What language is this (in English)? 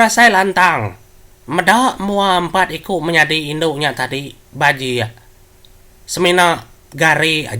Iban